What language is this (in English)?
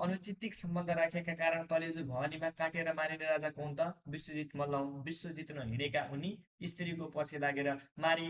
Nepali